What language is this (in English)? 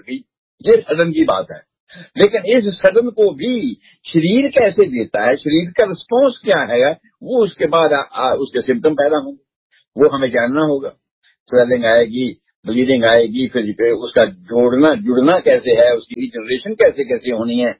Hindi